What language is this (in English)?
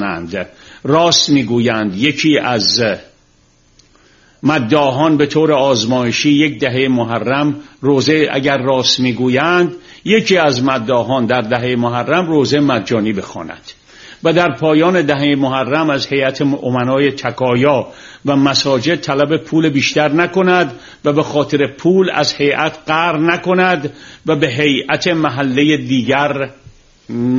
Persian